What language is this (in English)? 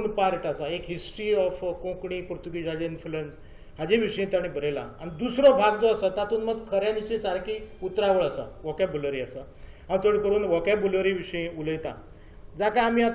Konkani